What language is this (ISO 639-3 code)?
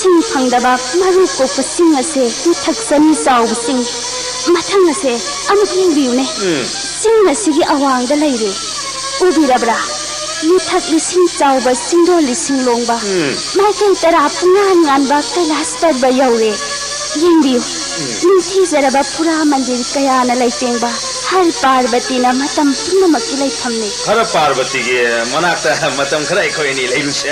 mni